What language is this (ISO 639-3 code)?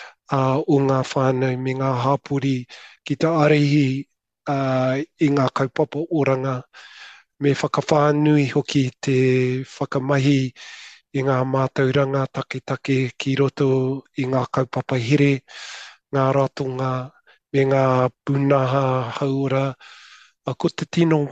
mri